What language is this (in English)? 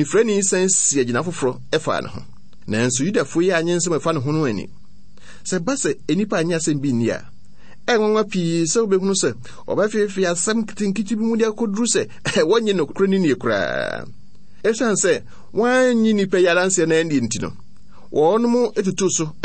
Akan